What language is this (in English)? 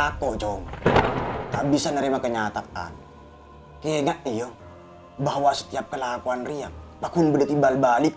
Madurese